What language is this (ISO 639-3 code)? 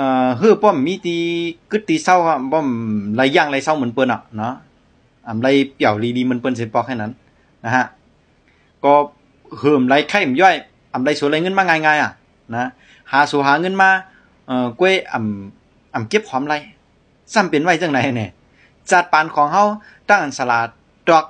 shn